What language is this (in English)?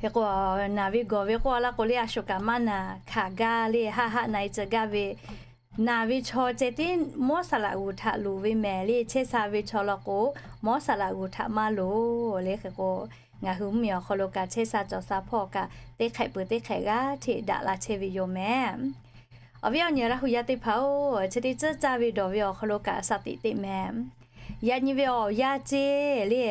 Lahu